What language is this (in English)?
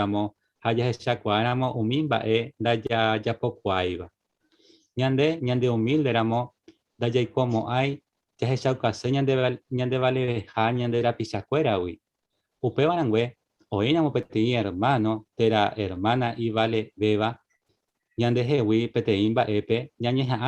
Guarani